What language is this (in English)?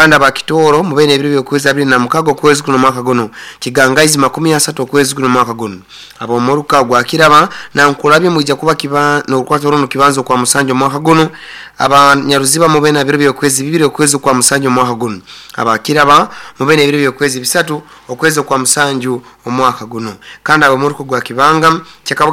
Nyoro